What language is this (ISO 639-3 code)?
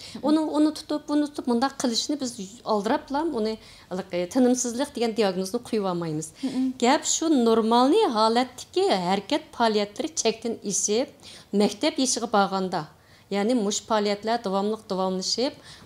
uig